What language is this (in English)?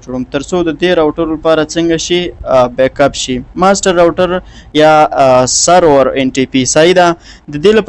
Pashto